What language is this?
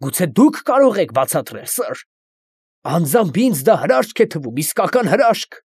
Armenian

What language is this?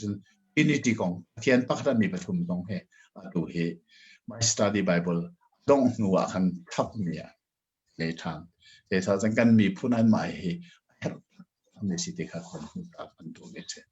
Hakha Chin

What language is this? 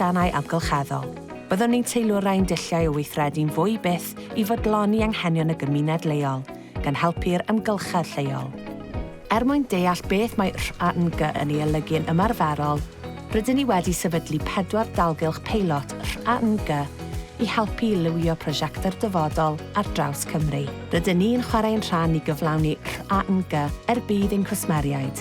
Welsh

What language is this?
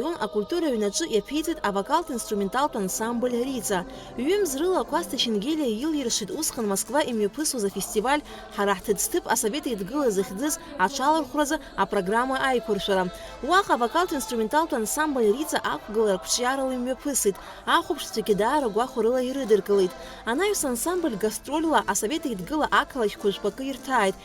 Abkhazian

